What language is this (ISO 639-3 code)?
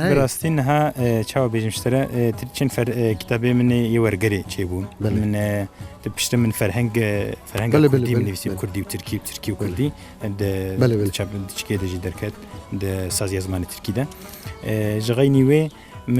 kur